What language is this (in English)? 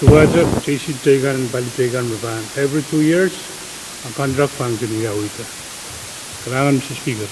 Pohnpeian